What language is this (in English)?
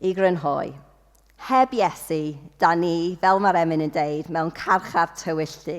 Welsh